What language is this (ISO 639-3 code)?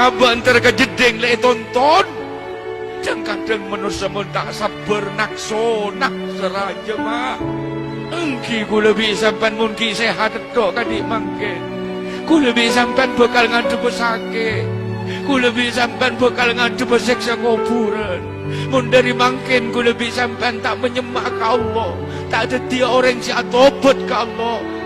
mad